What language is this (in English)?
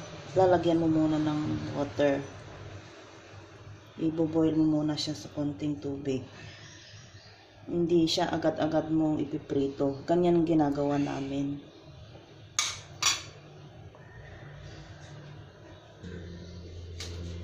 Filipino